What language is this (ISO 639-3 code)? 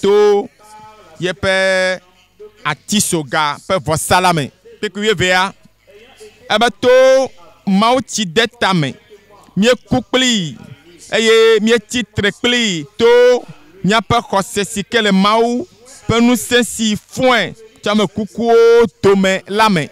ewe